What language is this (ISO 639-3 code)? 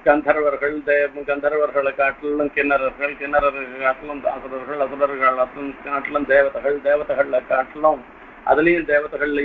tam